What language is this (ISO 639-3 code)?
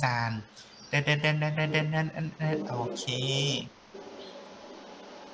tha